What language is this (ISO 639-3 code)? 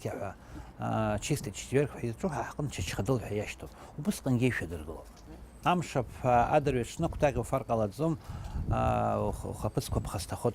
abk